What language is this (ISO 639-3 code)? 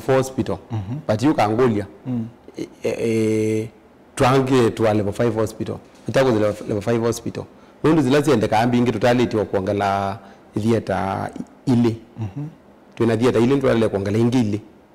kam